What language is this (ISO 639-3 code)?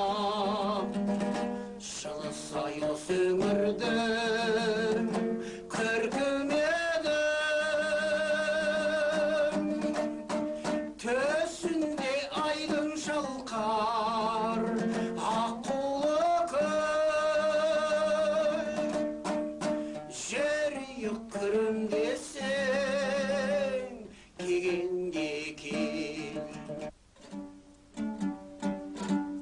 kaz